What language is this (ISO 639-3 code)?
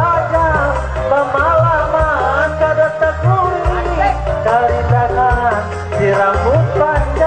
bjn